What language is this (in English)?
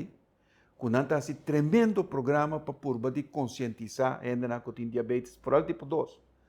Papiamento